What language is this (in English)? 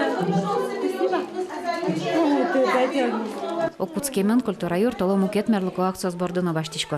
Udmurt